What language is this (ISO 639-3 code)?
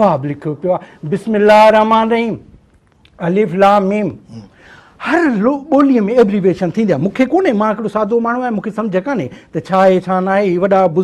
snd